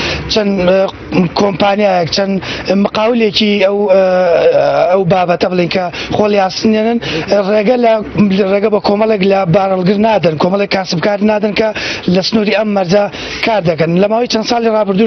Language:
Central Kurdish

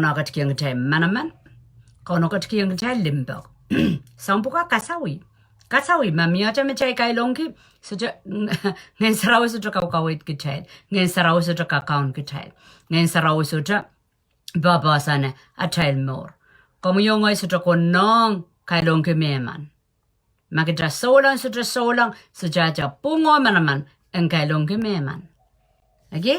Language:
Pohnpeian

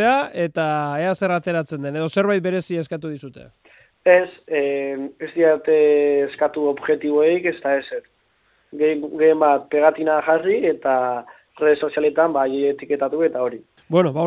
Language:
Basque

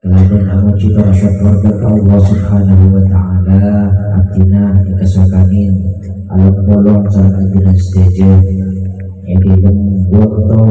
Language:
Madurese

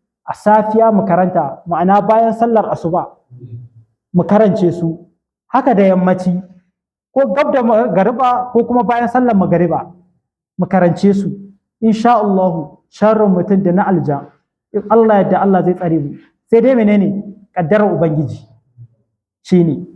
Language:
Hausa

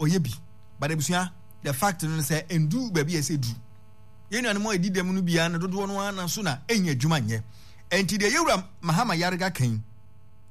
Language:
Akan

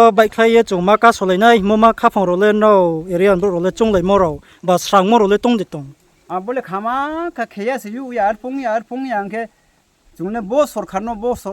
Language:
Riang (India)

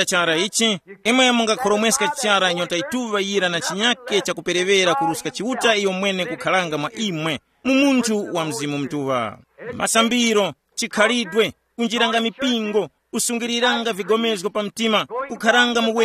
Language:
Tumbuka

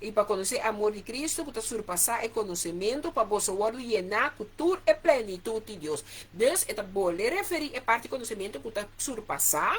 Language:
Papiamento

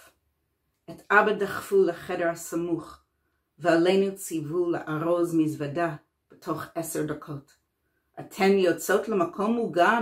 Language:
Hebrew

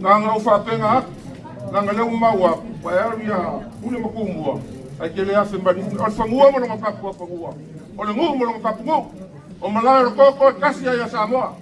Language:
Samoan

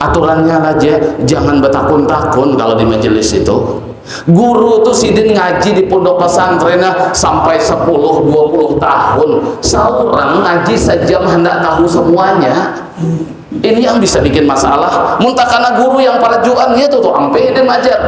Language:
Banjar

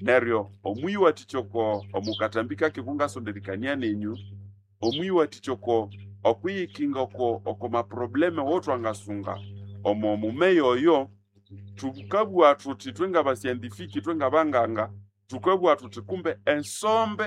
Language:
Nande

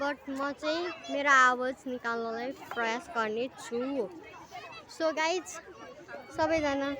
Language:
Nepali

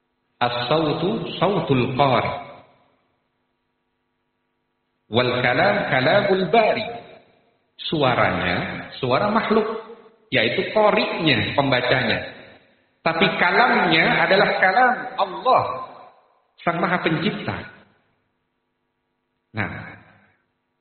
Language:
Indonesian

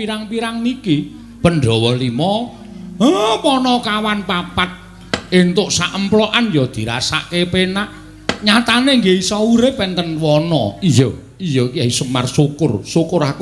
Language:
Javanese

